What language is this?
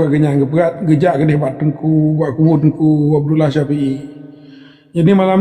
Achinese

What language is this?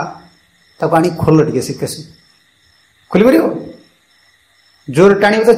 Odia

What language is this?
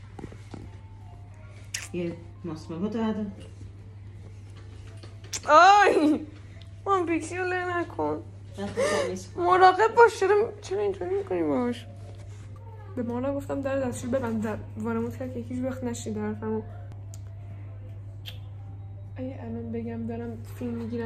Persian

